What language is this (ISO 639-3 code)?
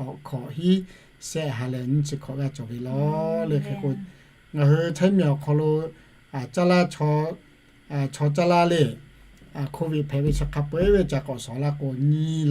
lhu